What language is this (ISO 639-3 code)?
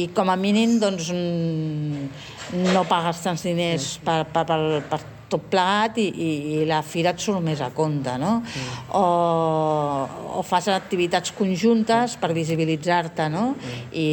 cat